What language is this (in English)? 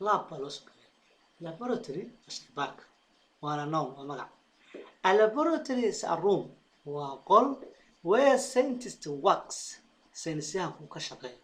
Somali